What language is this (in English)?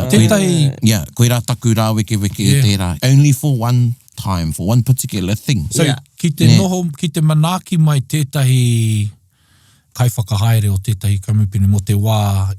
Māori